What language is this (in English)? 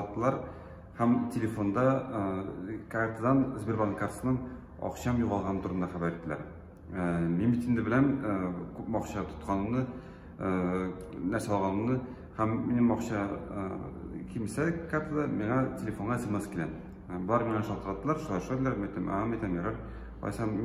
Tatar